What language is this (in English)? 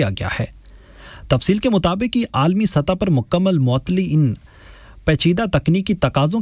Urdu